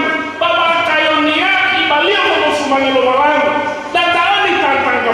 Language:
Nias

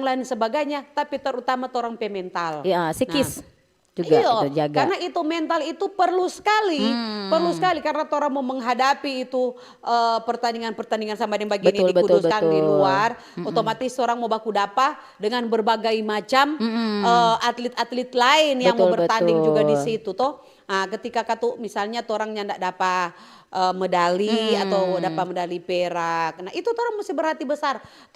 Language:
Manado Malay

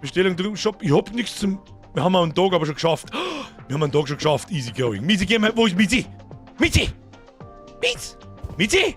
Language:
Bavarian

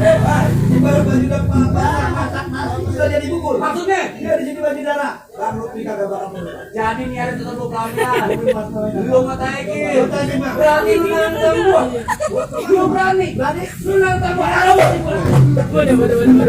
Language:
Betawi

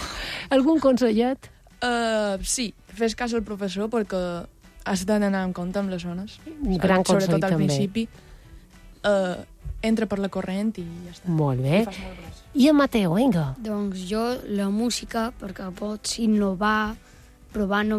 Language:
Catalan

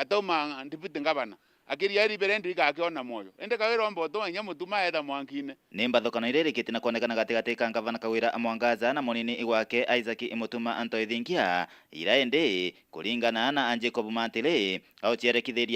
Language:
Meru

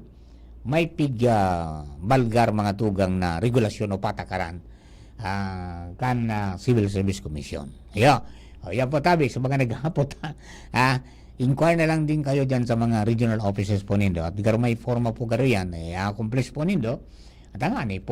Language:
Bikol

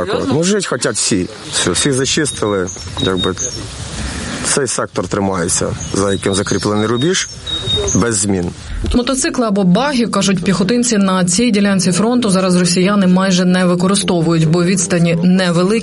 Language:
Ukrainian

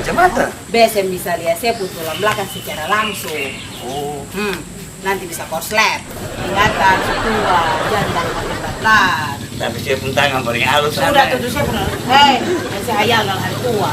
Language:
Ambonese Malay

